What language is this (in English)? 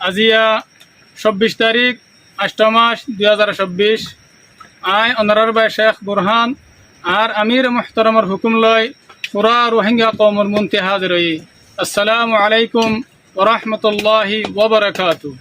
Rohingya